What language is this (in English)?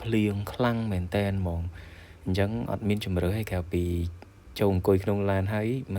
Khmer